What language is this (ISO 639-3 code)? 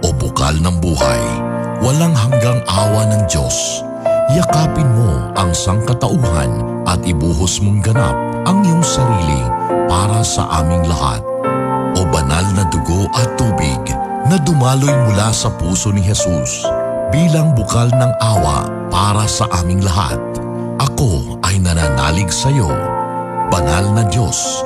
fil